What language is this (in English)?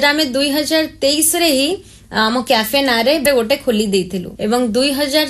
Odia